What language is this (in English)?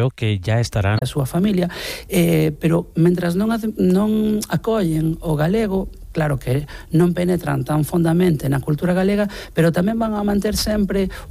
Galician